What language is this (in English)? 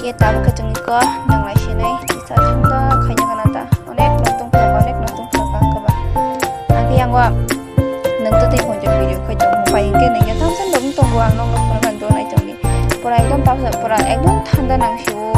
Kok Borok